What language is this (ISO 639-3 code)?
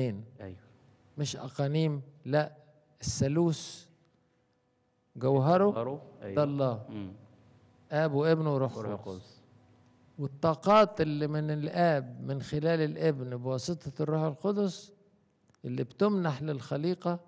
arz